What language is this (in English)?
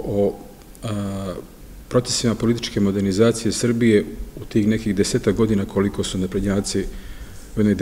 Serbian